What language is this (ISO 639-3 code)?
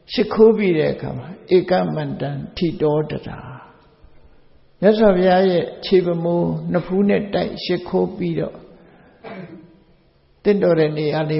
mya